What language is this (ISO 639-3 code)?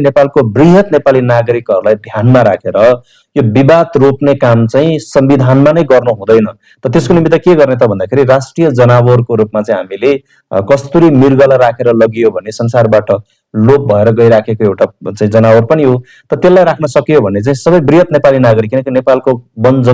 nep